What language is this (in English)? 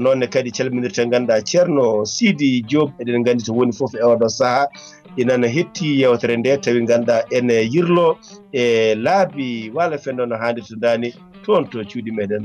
Fula